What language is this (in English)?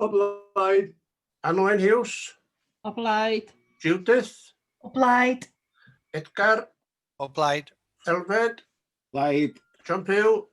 Welsh